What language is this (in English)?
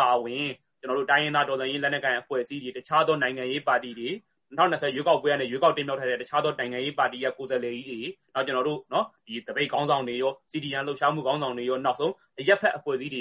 Burmese